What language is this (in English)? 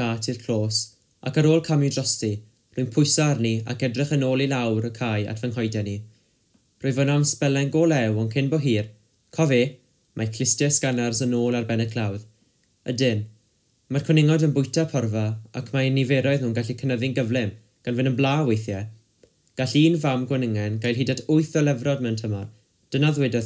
Welsh